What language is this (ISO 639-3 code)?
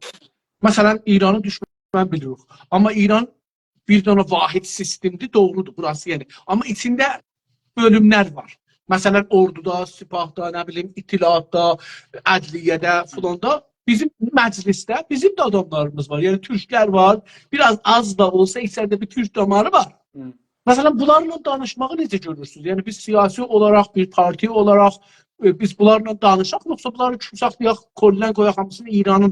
azb